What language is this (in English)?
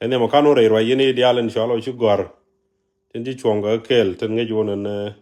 Nuer